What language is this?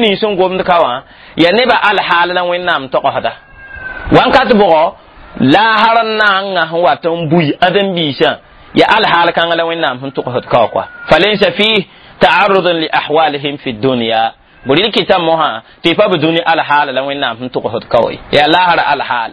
Mossi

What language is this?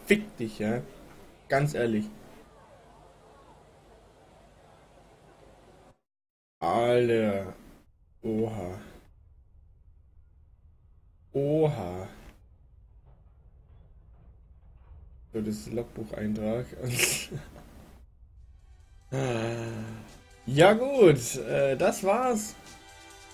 German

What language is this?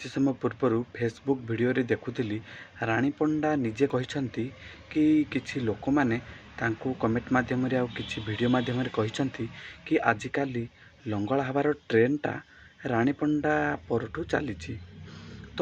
Odia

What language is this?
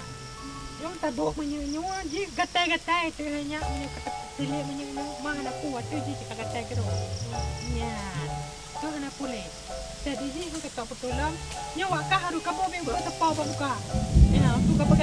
Achinese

